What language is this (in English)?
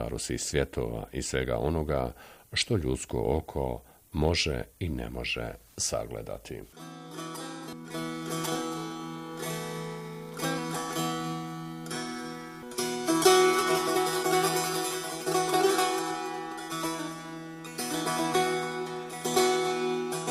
Bosnian